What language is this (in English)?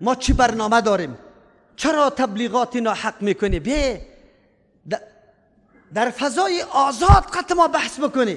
Persian